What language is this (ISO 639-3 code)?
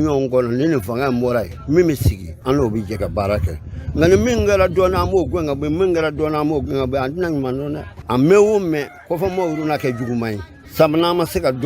bam